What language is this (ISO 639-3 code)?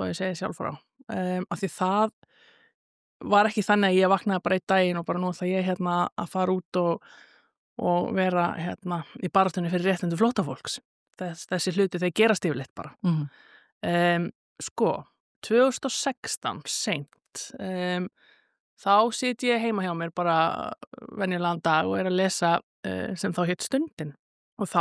isl